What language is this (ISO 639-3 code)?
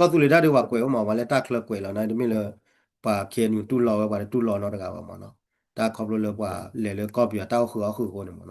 ksw